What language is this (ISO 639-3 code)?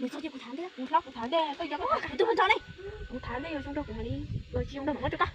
hmn